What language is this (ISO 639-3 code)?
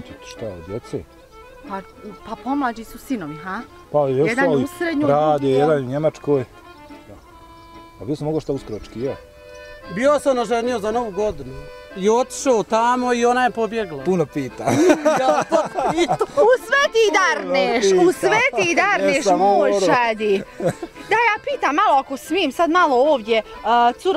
bos